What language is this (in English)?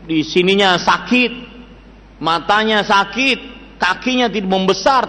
Indonesian